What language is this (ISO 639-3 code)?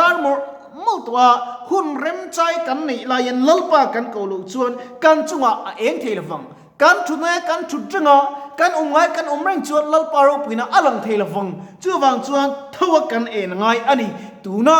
lus